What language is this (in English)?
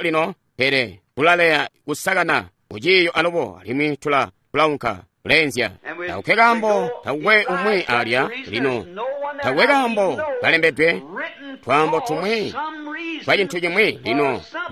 Tonga (Zambia)